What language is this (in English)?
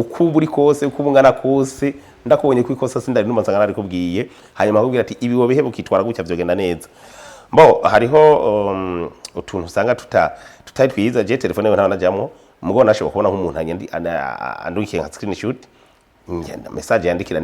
Rundi